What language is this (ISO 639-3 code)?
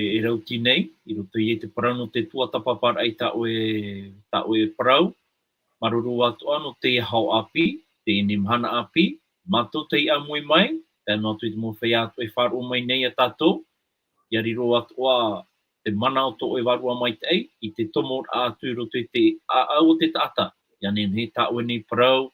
tah